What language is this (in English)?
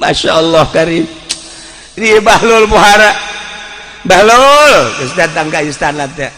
Sundanese